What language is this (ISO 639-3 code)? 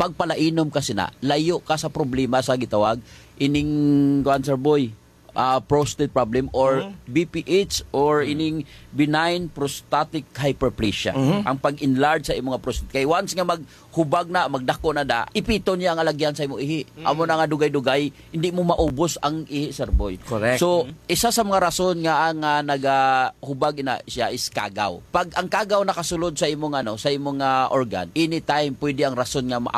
hil